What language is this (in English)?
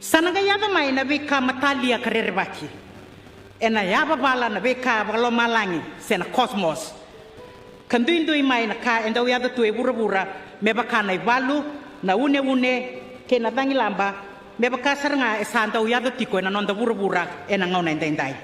Fijian